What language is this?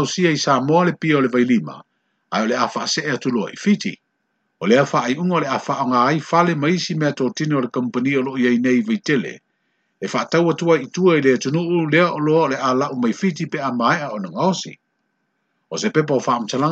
Samoan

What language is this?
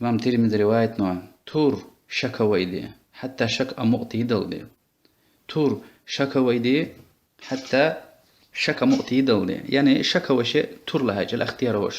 Lezghian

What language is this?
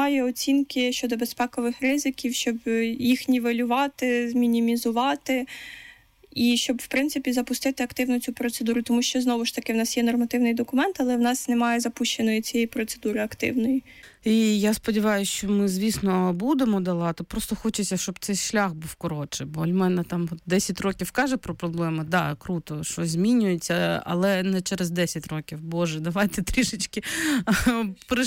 Ukrainian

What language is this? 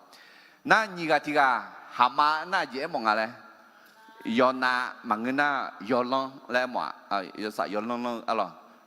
Akha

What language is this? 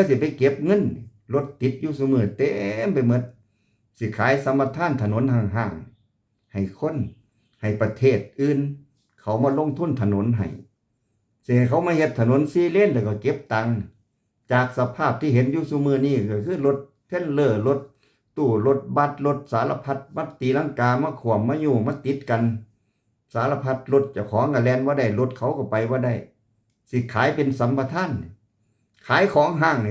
Lao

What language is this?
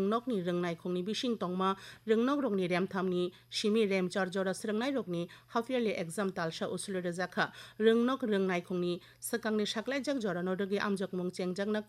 Kok Borok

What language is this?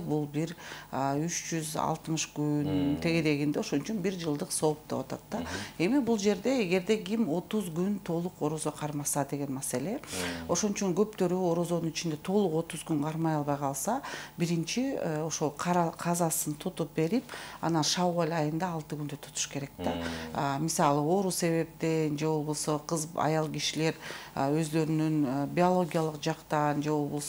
Kyrgyz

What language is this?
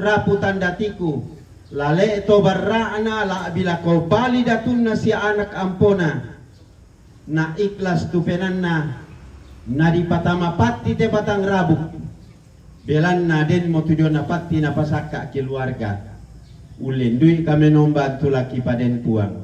Toraja-Sa'dan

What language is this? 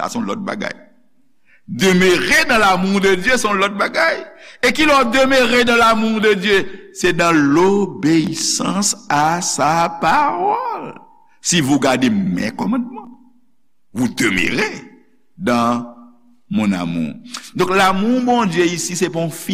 Haitian Creole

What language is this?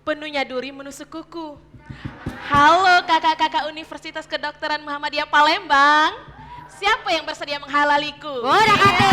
Musi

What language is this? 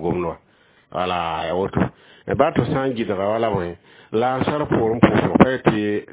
Mossi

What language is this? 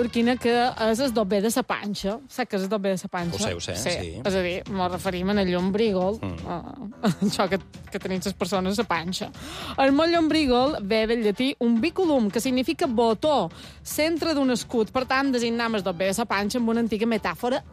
Catalan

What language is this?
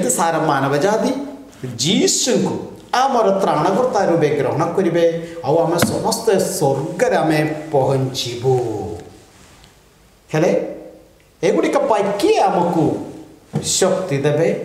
Odia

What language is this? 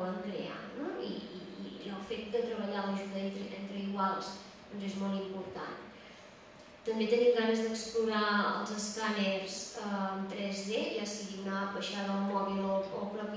Catalan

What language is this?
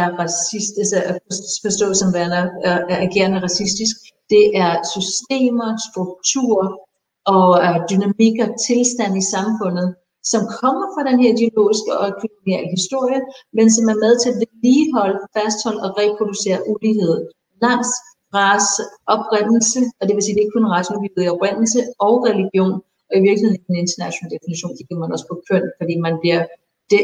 Danish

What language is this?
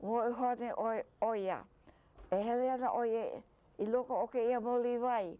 Hawaiian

